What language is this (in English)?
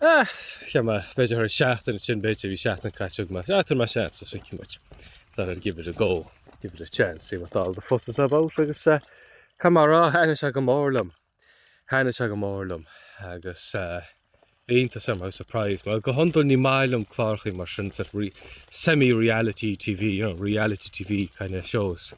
Irish